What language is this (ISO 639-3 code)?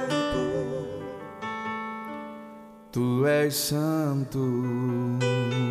por